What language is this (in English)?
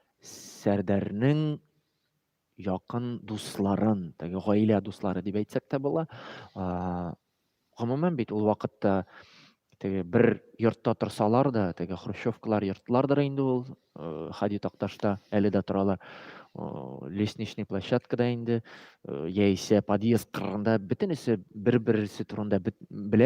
Tatar